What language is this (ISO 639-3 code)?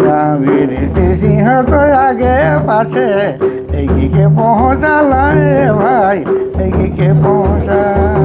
sck